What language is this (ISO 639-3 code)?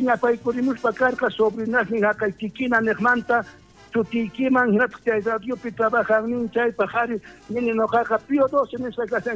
quh